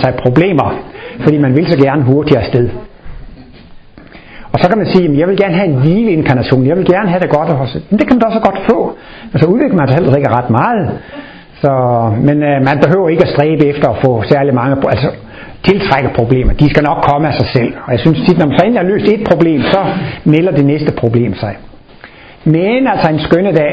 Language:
Danish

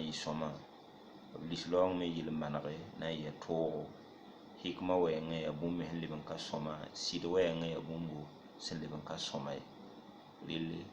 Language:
Mossi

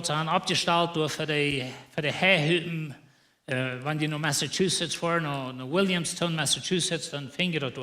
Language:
Plautdietsch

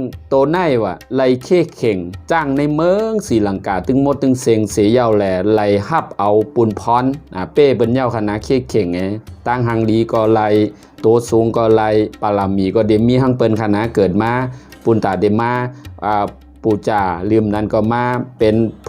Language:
Shan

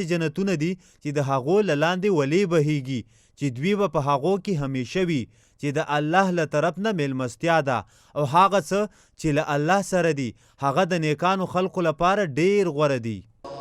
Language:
Pashto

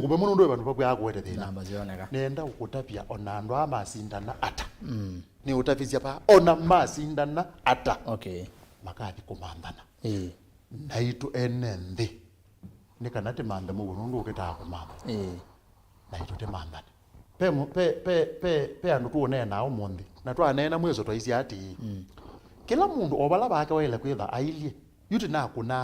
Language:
Kamba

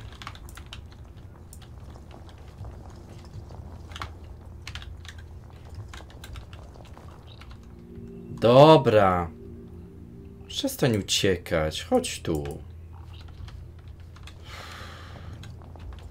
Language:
Polish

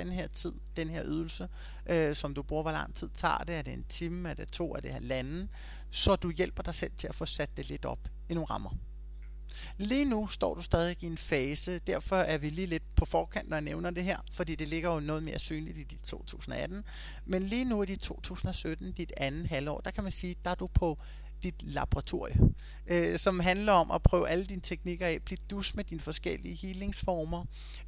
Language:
Danish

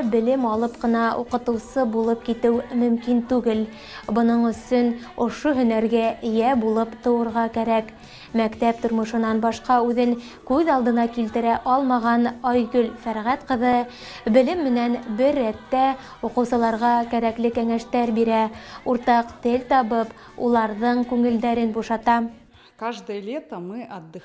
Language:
Bashkir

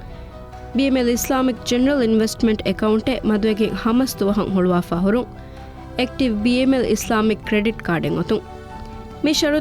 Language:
Divehi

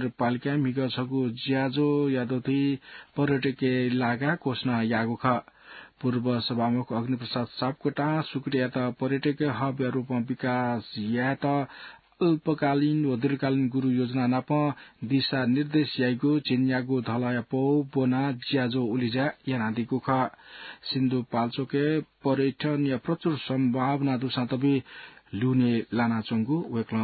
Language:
Newari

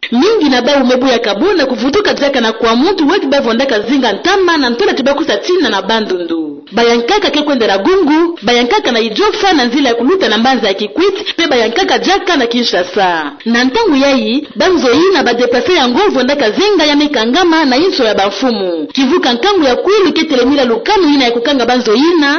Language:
Kituba (Democratic Republic of Congo)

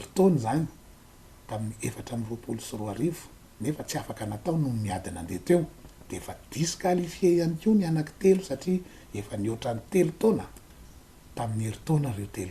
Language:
Malagasy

